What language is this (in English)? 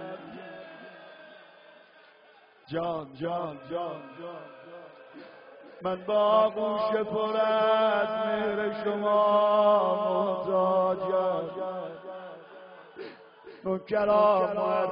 Persian